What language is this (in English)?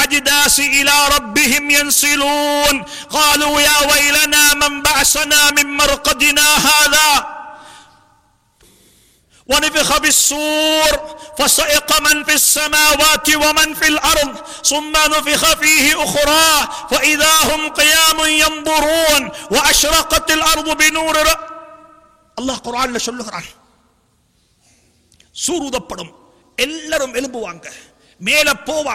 Tamil